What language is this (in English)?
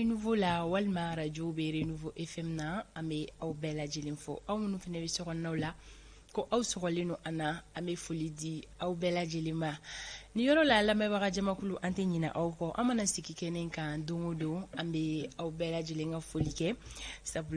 Bambara